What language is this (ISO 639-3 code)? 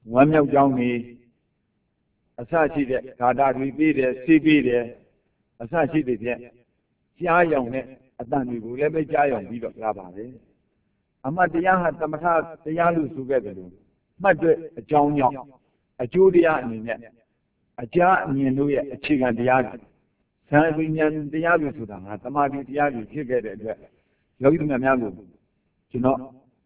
mya